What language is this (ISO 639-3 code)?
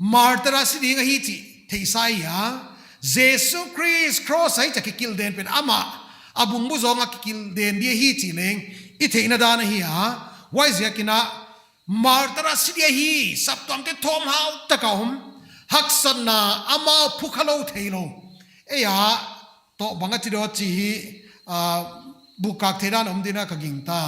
pck